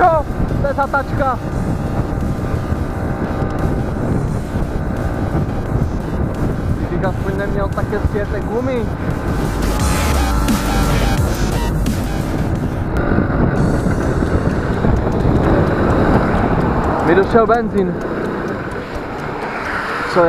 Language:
Czech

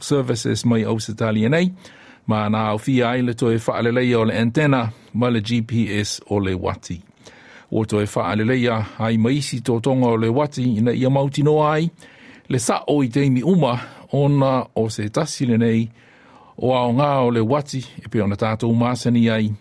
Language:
Samoan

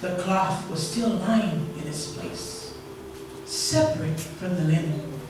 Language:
Samoan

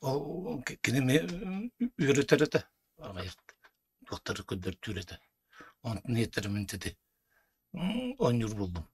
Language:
Yakut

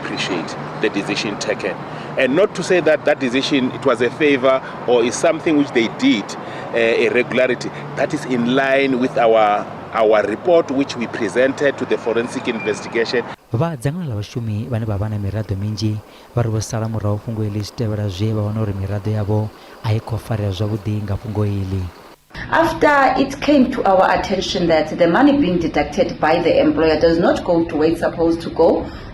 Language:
Venda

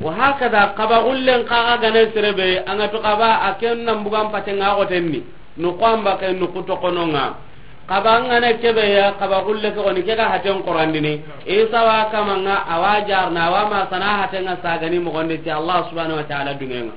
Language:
Soninke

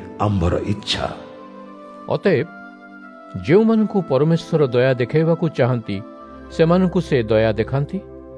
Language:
Odia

